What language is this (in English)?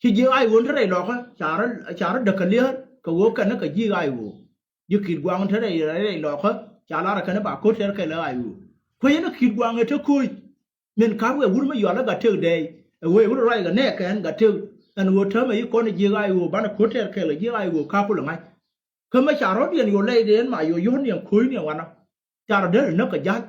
Nuer